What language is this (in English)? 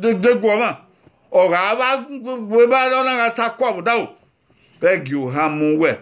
Bini